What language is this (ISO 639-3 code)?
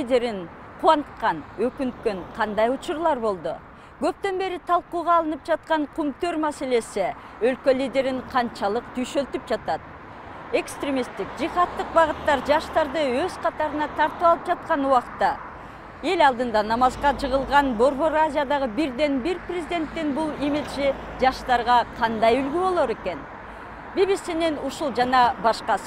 kir